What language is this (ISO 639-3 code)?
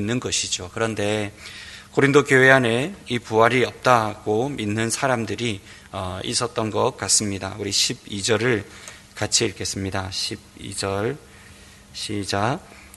kor